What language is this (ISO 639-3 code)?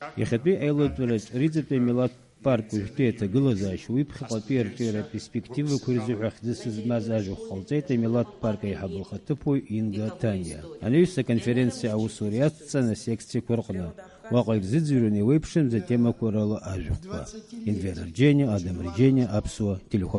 abk